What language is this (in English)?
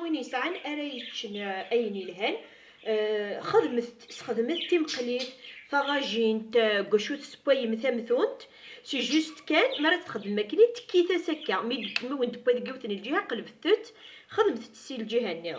Kabyle